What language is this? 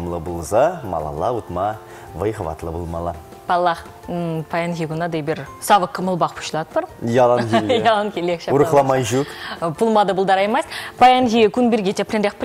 Chuvash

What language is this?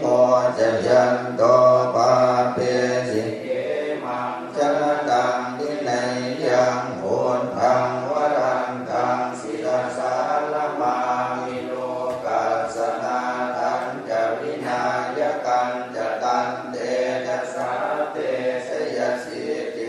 Pali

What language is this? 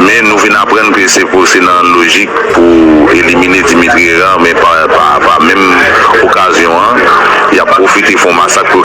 Haitian Creole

